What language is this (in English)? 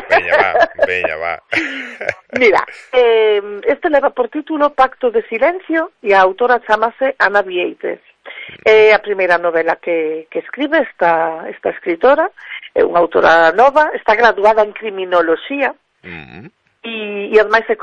Galician